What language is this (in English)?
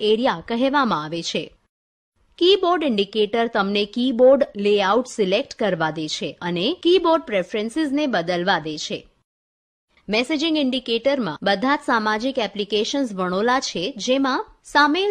Gujarati